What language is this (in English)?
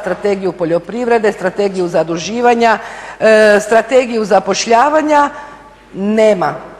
Croatian